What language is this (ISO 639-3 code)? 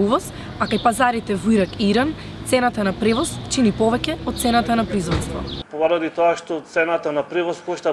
mkd